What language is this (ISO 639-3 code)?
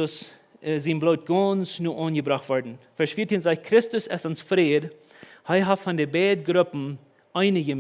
pdt